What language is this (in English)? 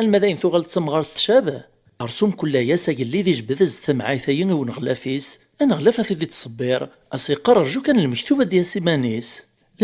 Kabyle